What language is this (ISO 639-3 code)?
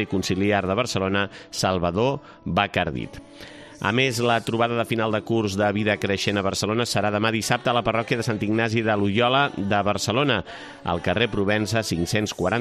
cat